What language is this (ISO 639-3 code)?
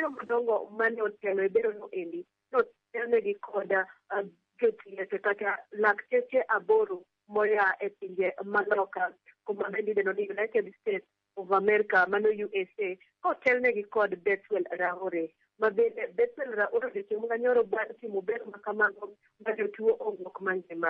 luo